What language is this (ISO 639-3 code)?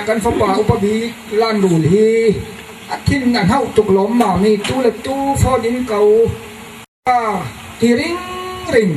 cfm